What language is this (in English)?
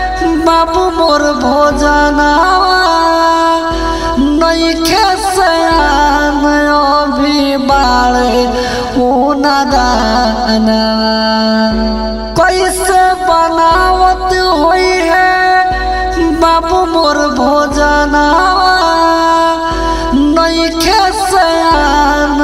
Bhojpuri